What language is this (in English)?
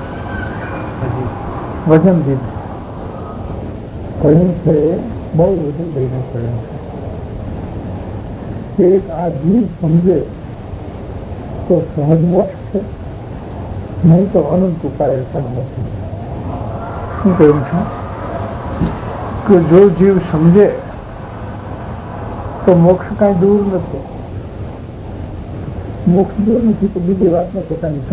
Gujarati